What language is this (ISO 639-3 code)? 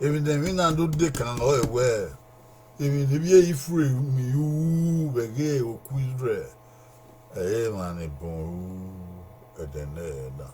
bin